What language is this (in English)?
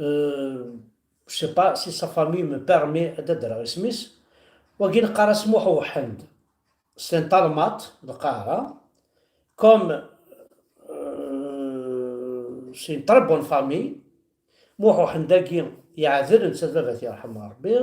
Kabyle